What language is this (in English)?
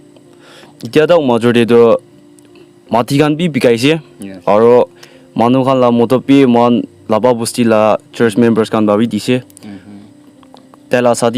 Naga Pidgin